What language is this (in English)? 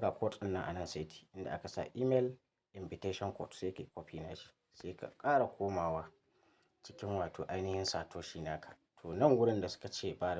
Hausa